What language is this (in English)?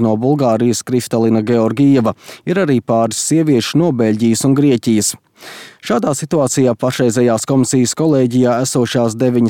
Latvian